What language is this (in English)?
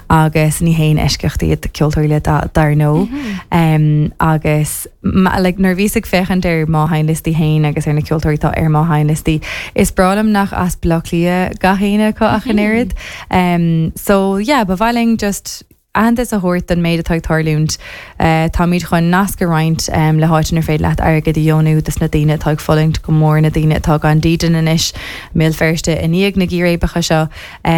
Irish